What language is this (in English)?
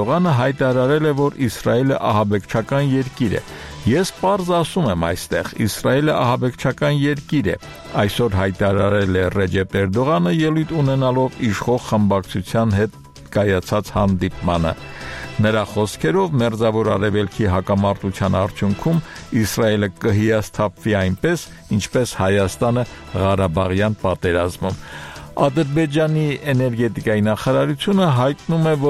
Armenian